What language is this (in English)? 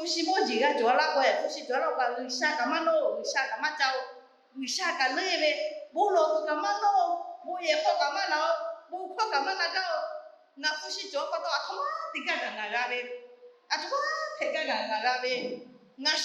Lahu